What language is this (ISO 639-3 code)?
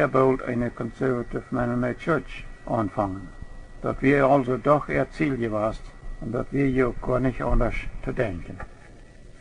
pdt